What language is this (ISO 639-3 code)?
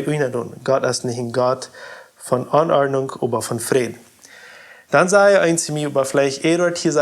pdt